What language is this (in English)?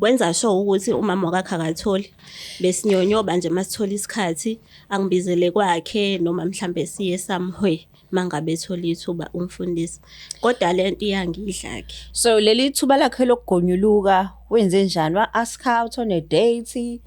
Zulu